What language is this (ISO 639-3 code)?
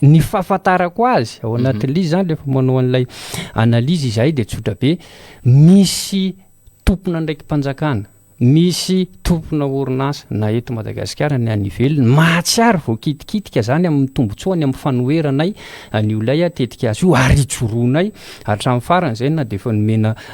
mlg